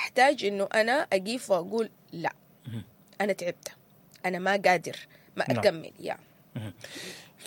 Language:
Sudanese Arabic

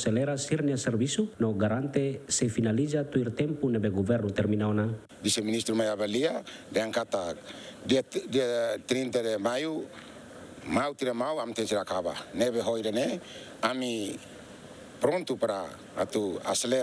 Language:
Tetum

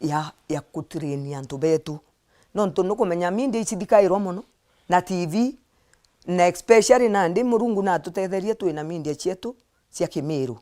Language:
Meru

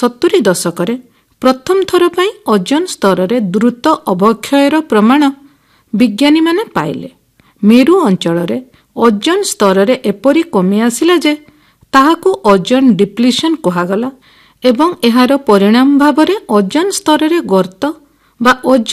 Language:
Odia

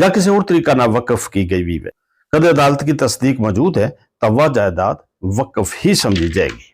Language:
Gujari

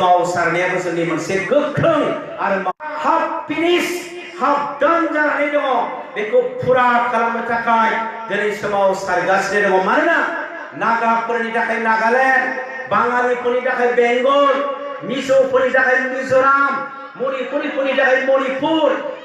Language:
Bodo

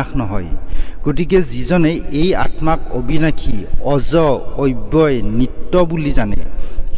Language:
Assamese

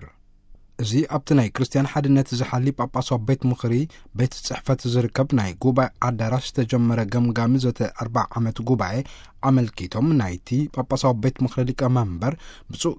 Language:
Tigrinya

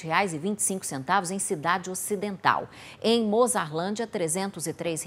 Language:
Portuguese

